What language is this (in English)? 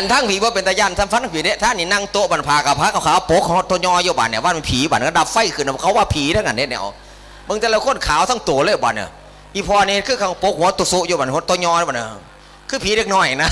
Northeastern Thai